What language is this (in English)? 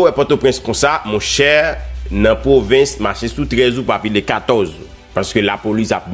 Haitian Creole